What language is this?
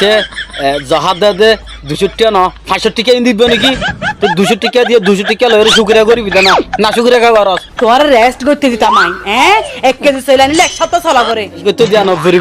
Rohingya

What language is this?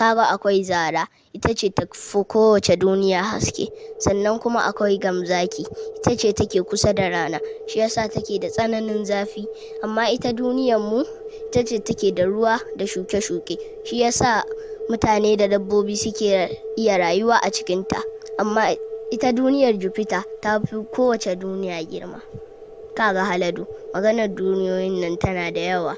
Hausa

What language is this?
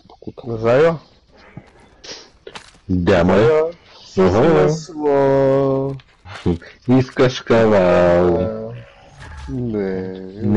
Bulgarian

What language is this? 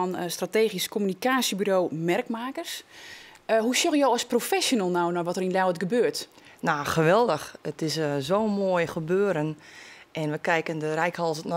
Western Frisian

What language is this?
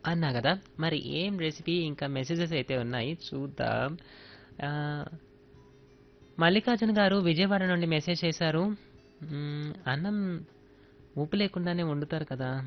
Telugu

